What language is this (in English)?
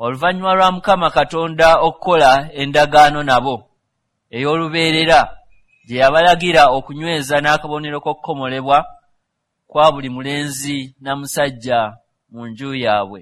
Ganda